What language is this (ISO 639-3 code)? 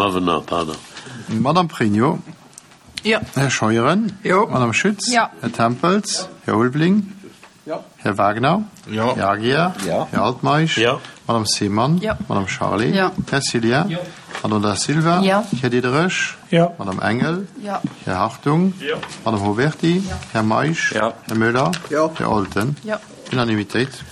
ltz